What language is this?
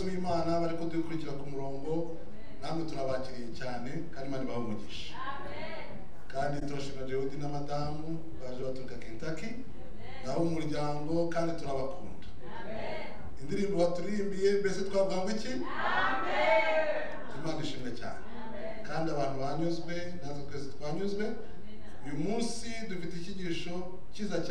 Kinyarwanda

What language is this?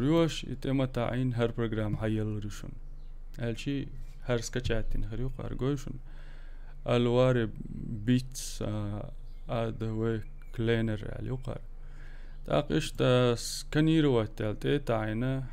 Chechen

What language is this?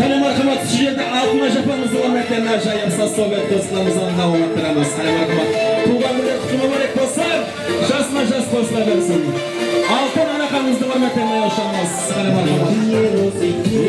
Kara-Kalpak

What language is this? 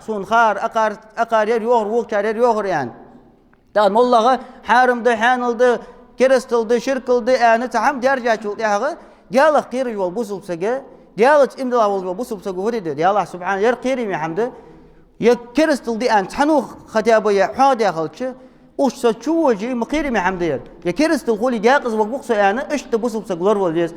Ingush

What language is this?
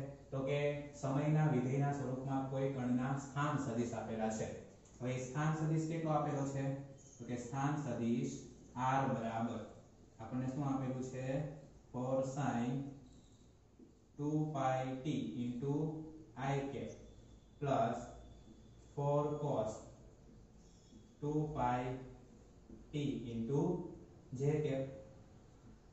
Gujarati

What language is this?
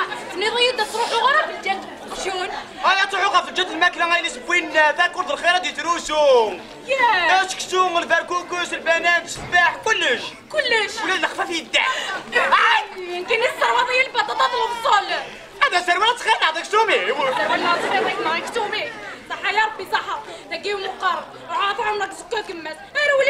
Kabyle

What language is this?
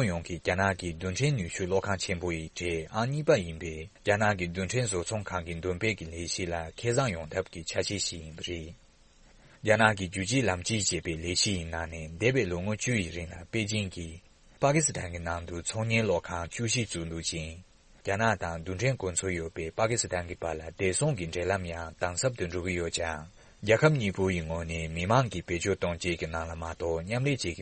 Tibetan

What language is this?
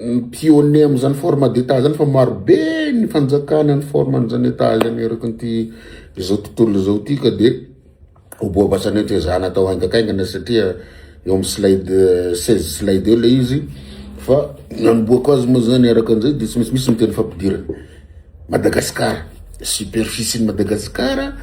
Malagasy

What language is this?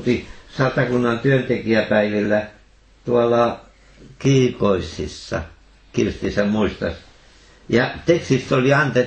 Finnish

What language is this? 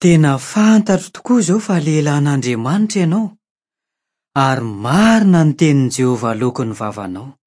Malagasy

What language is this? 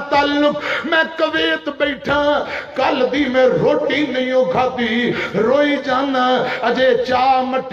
Western Panjabi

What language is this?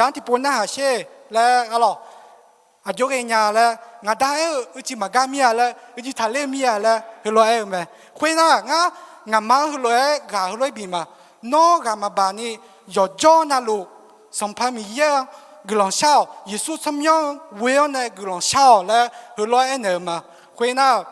Akha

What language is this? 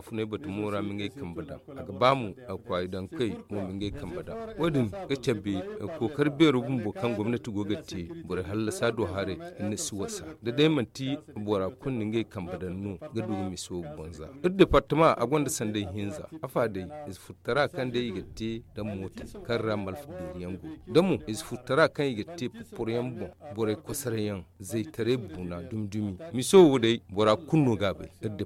Zarma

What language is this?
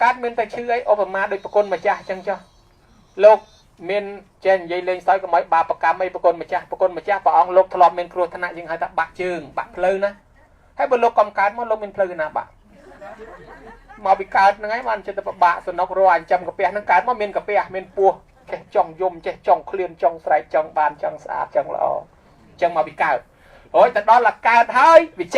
Khmer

